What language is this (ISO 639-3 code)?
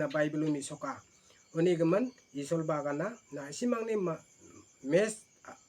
grt